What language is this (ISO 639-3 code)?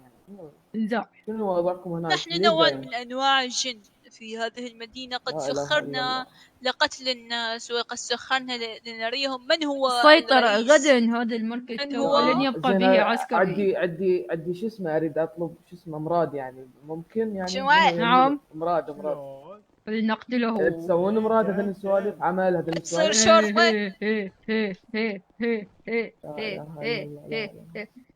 acm